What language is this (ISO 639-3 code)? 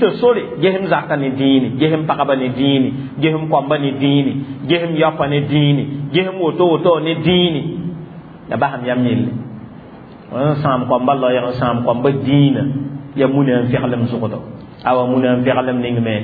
mos